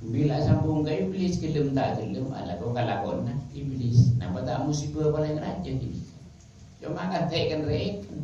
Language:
Madurese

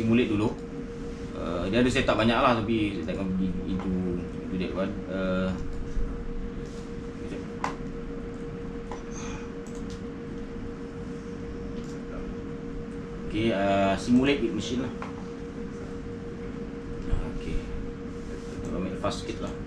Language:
Malay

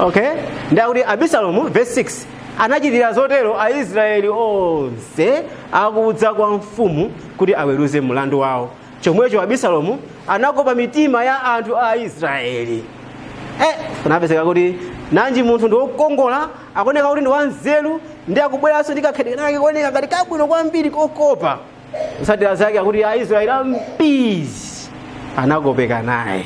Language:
Nyanja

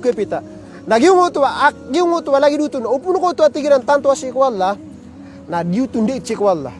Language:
Maranao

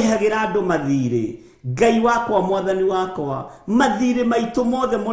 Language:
Kikuyu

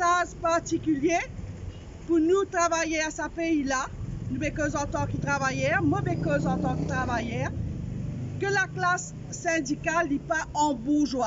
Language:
Morisyen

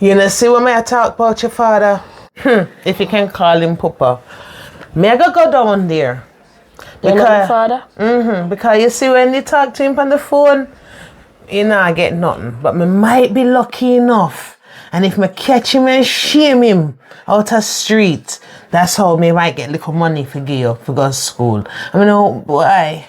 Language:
Jamaican Creole English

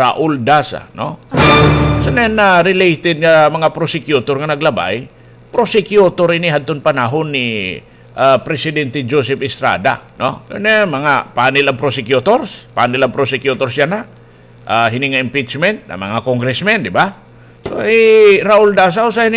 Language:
Waray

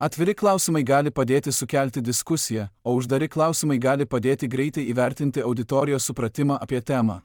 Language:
Lithuanian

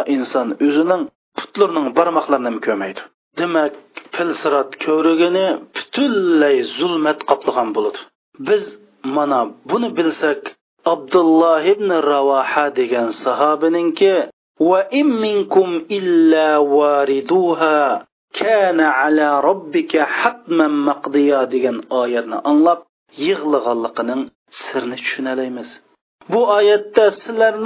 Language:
Uyghur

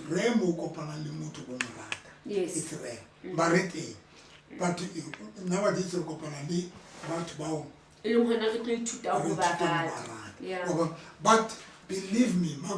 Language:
Southern Sotho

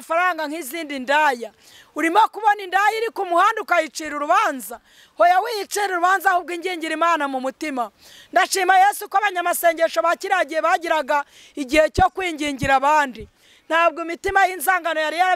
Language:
Kinyarwanda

